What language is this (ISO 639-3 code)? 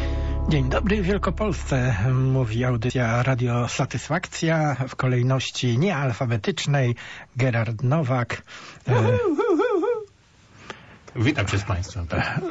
pol